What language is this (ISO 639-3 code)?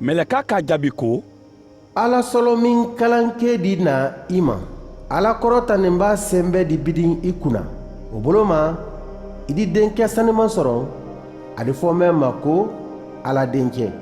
man